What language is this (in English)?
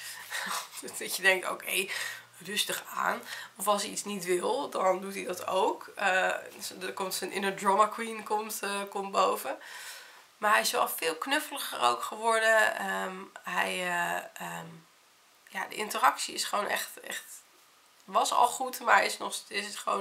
Dutch